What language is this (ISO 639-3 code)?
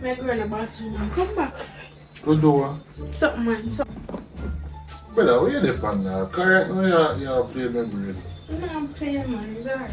jam